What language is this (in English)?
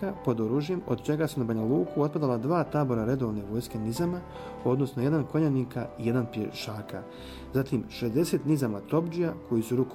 Bosnian